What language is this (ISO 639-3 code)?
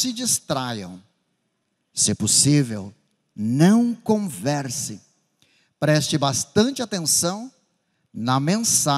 por